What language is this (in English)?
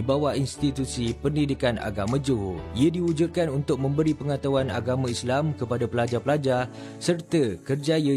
Malay